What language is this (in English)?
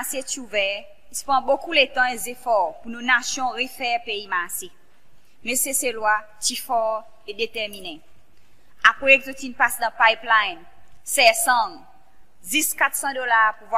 Seselwa Creole French